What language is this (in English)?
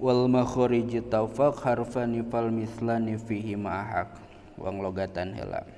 Sundanese